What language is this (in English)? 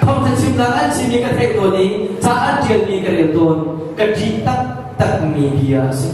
Hakha Chin